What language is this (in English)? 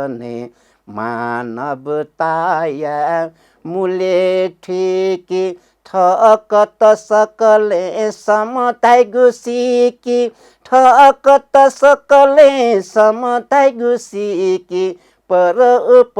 Newari